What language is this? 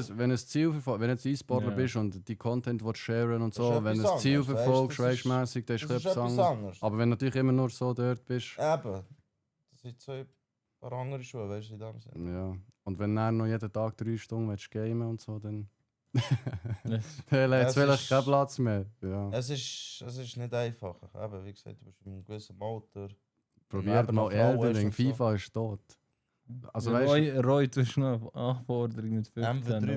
Swiss German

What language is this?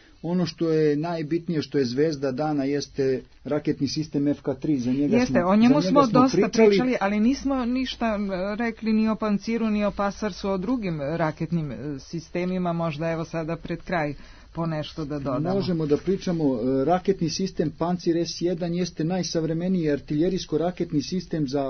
Serbian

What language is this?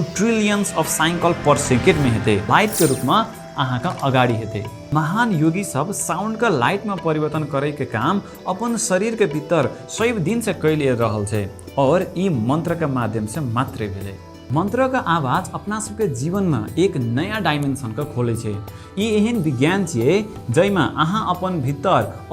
Maithili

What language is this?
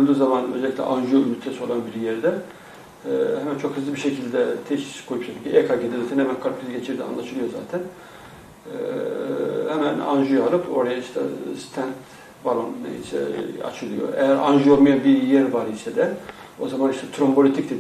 Turkish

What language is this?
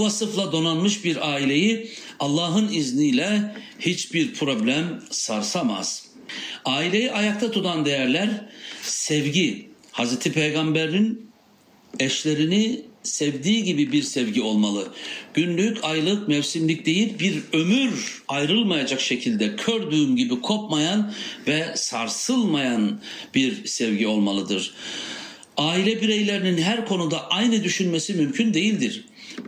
Turkish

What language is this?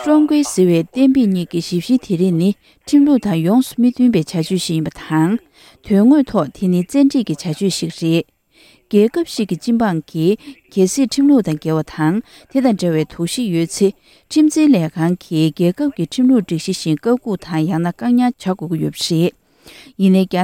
Tibetan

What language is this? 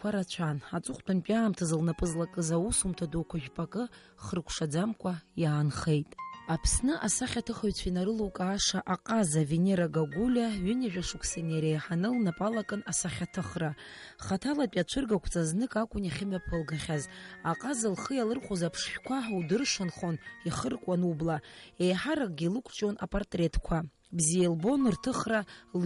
Abkhazian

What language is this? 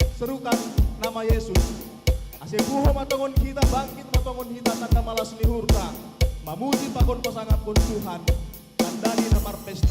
Batak Simalungun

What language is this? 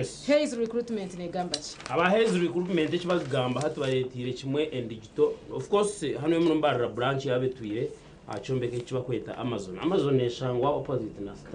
Nyankole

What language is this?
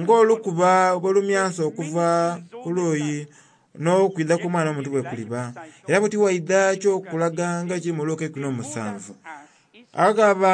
Soga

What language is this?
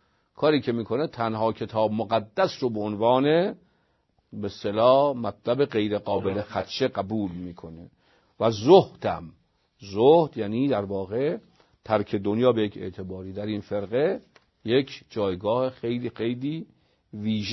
Persian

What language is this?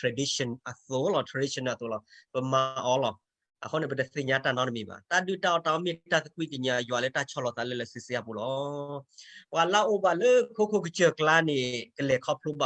S'gaw Karen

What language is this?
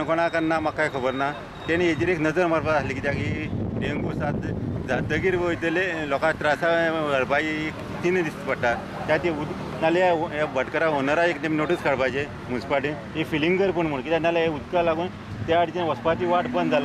Konkani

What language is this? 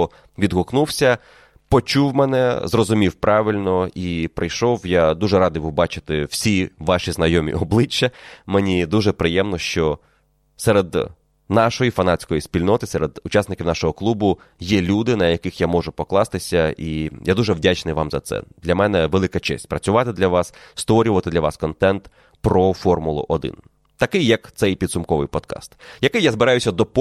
Ukrainian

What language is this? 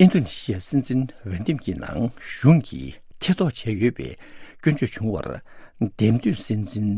Tibetan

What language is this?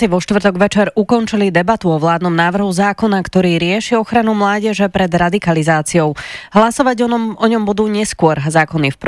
Slovak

